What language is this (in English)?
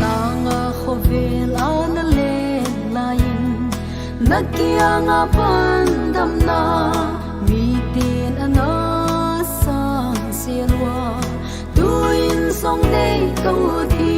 Paite Chin